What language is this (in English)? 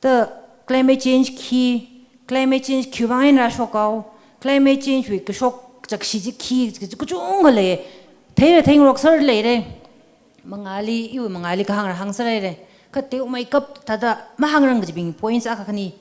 Tangkhul Naga (India)